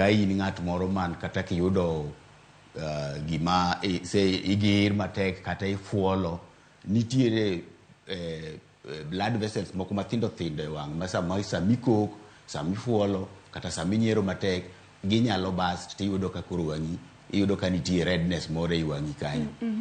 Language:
Luo (Kenya and Tanzania)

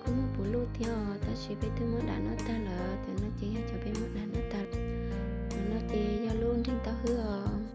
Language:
Hmong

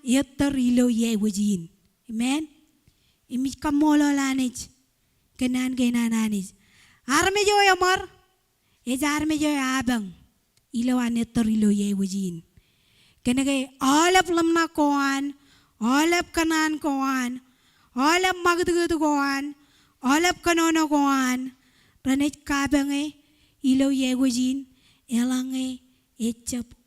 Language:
Marshallese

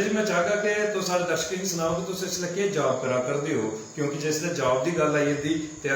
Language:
Dogri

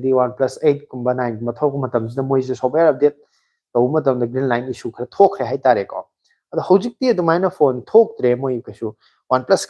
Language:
Manipuri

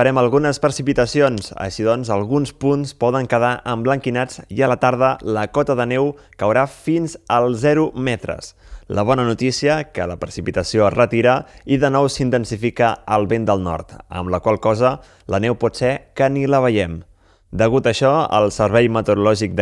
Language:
Catalan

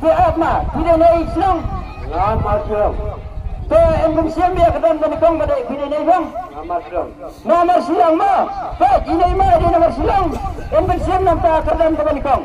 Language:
Khasi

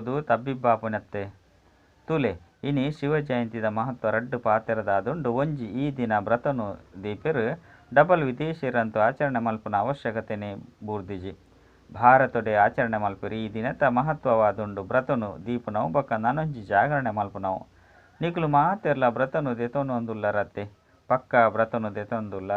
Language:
Tulu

